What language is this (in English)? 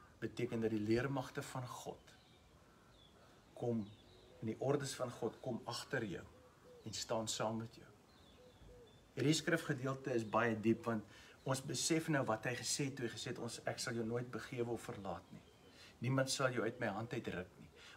Afrikaans